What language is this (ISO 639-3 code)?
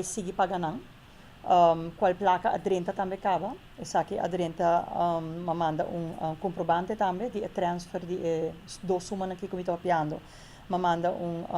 pap